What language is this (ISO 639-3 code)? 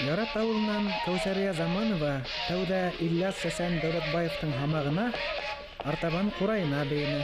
bak